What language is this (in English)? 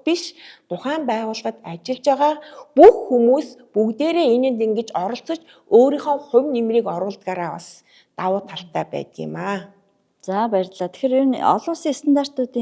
Mongolian